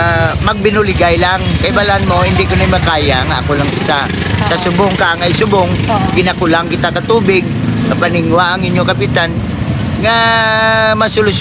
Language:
Hiligaynon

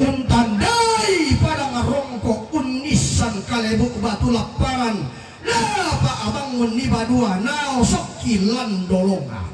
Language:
Toraja-Sa'dan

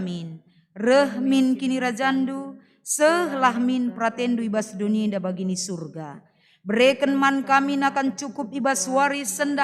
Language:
Batak Karo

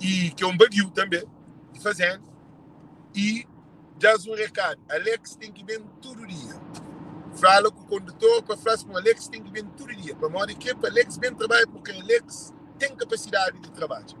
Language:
Kabuverdianu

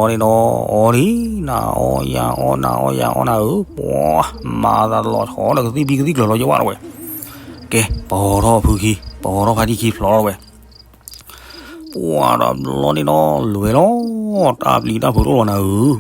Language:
S'gaw Karen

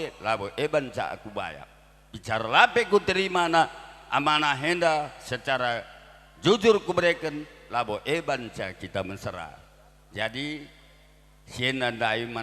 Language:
Batak Karo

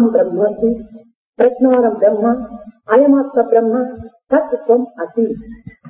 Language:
Telugu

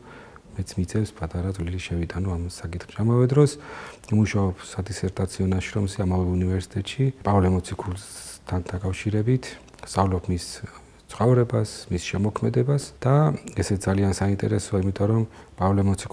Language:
Georgian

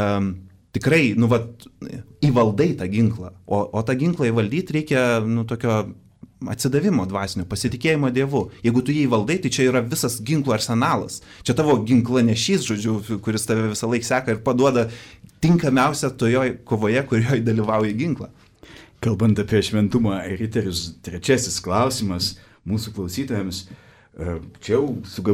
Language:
Lithuanian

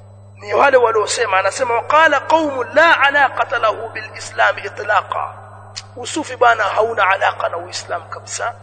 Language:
Swahili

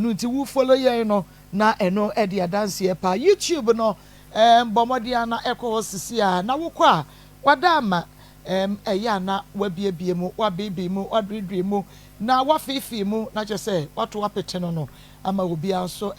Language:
Akan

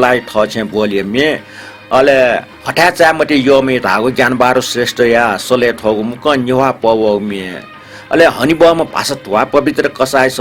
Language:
Newari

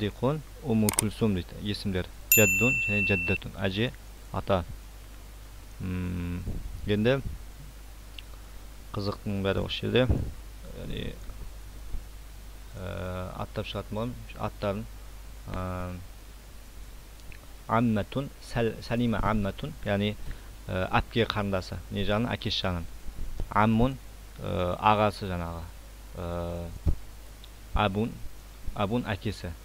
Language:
Kazakh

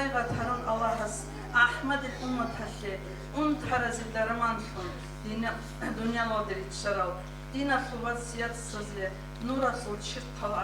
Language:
Avaric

